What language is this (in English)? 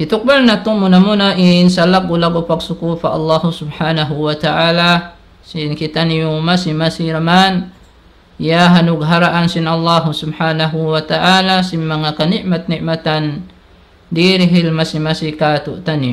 Tausug